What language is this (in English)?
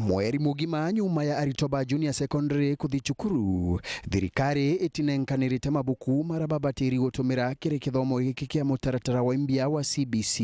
Meru